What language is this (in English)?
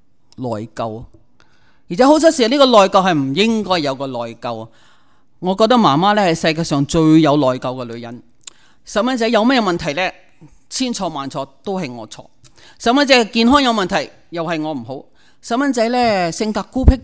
Cantonese